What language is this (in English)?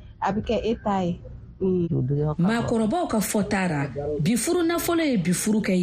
Bambara